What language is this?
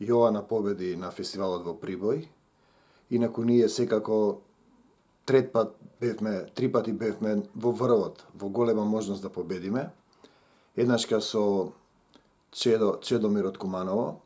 Macedonian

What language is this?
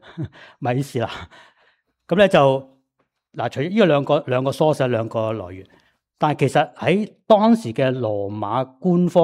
Cantonese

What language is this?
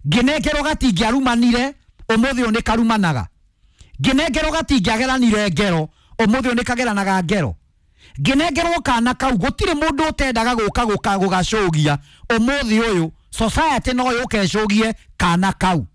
Kikuyu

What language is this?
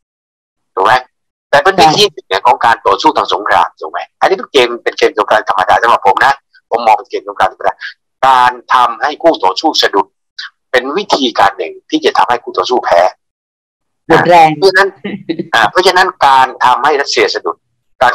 Thai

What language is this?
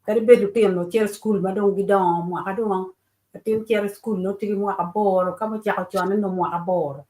Acoli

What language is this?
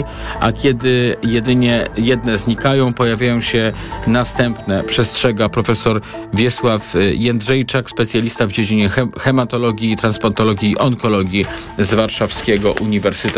Polish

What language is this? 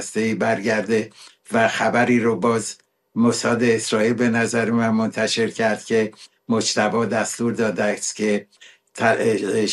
Persian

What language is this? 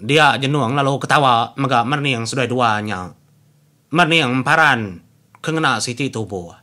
Iban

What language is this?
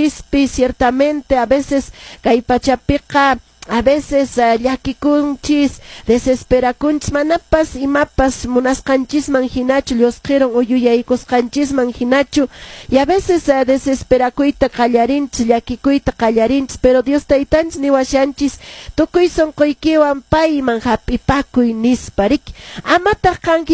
Quechua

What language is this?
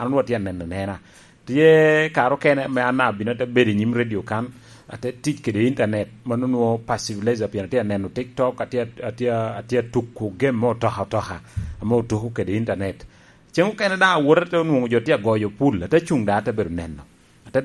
Lango (Uganda)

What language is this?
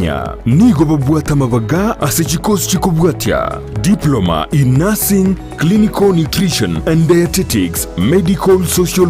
Gusii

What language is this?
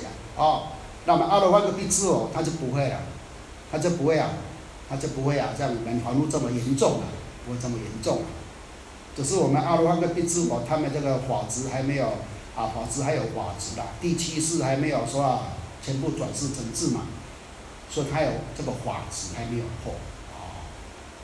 Chinese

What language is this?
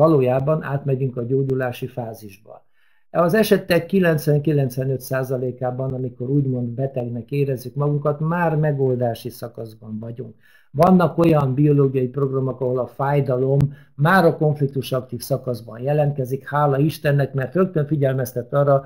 Hungarian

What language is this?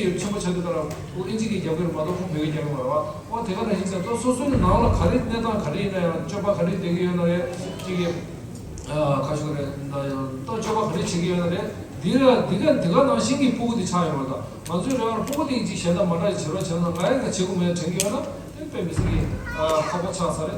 Tibetan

